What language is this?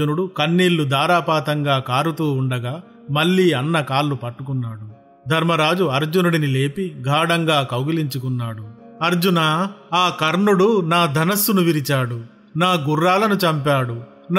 Telugu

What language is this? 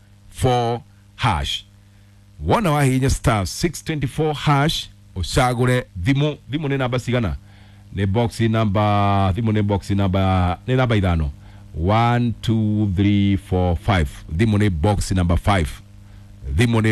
Kikuyu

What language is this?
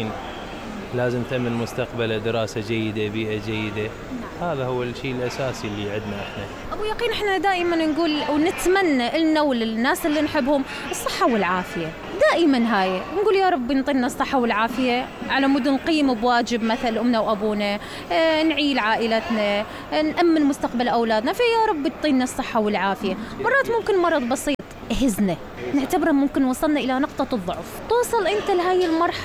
Mesopotamian Arabic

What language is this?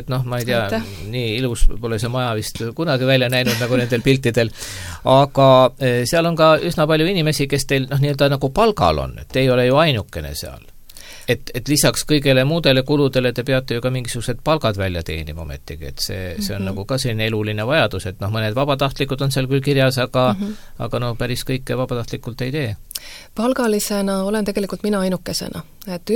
Estonian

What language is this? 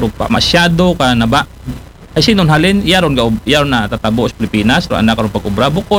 Aklanon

